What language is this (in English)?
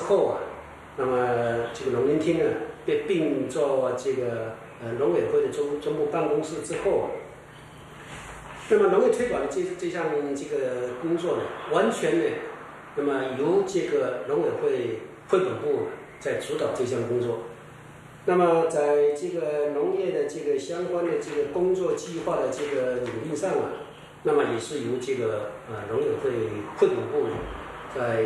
Chinese